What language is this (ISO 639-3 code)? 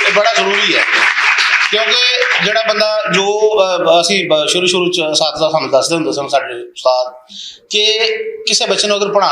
lah